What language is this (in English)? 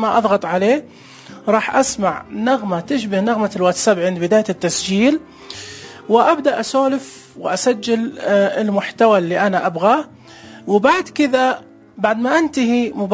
Najdi Arabic